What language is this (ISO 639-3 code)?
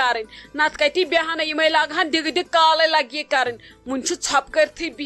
kas